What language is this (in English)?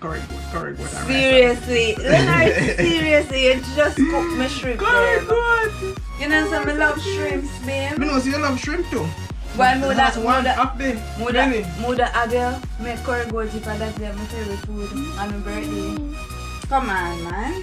Jamaican Creole English